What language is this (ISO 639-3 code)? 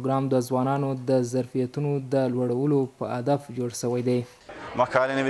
pus